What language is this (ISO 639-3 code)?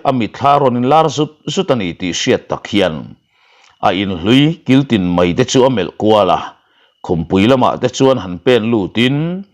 lus